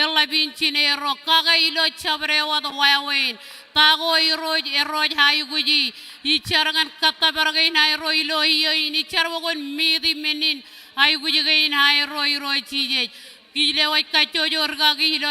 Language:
Marshallese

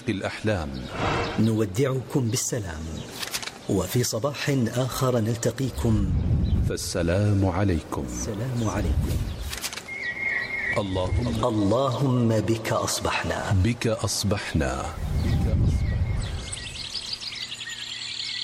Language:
Arabic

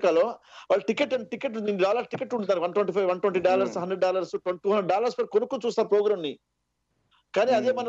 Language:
Telugu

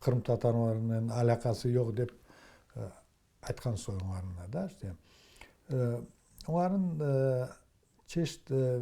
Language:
Crimean Tatar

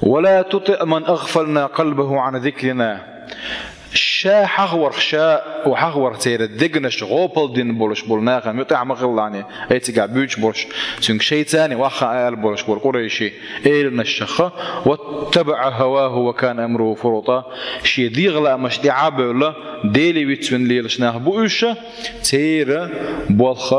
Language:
Chechen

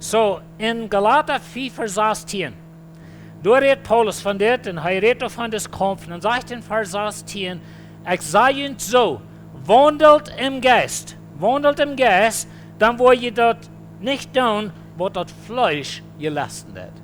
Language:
Plautdietsch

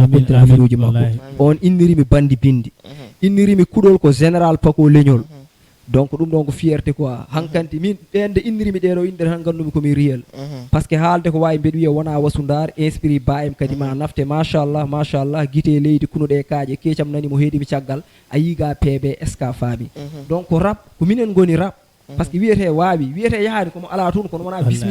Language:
Fula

